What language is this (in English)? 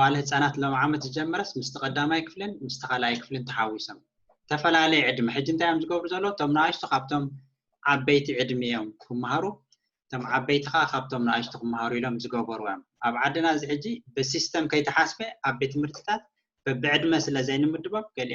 Tigrinya